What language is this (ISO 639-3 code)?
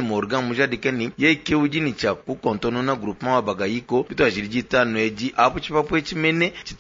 lua